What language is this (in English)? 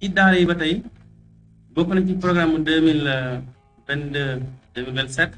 Wolof